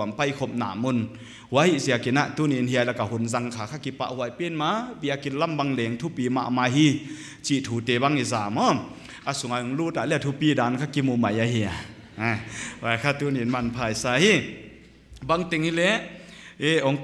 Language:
Paite Chin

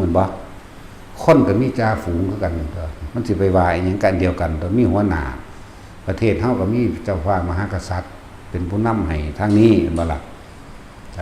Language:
Lao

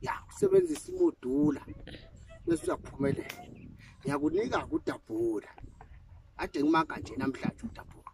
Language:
Zulu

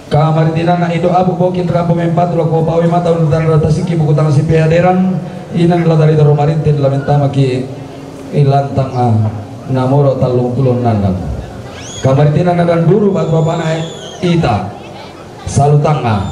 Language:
Toraja-Sa'dan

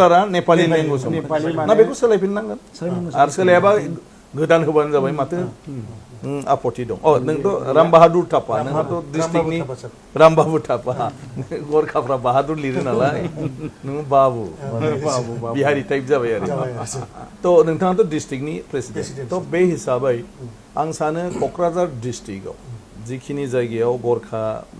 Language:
Bodo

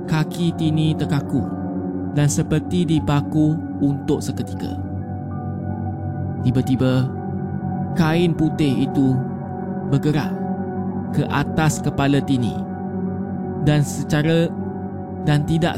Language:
Malay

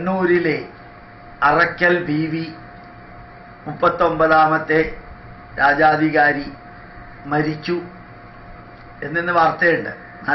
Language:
Malayalam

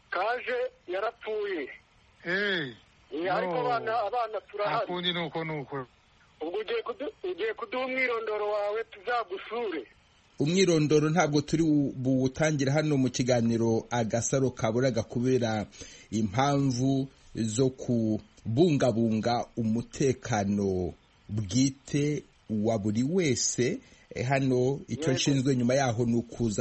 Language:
Kinyarwanda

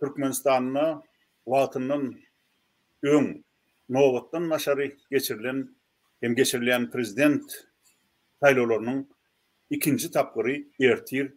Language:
Turkmen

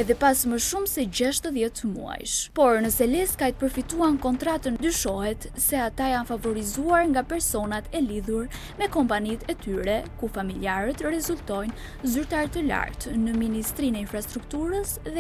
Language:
Albanian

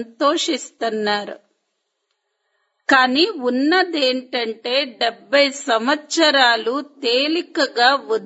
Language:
Telugu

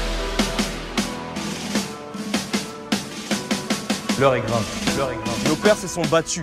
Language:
French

